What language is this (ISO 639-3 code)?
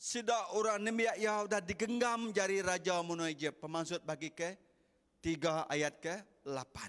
iba